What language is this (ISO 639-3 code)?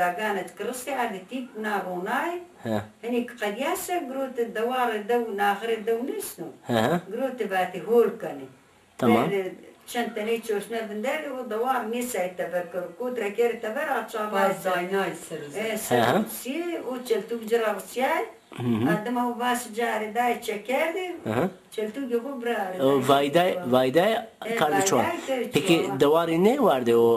zza